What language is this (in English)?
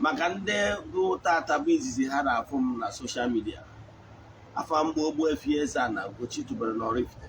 Igbo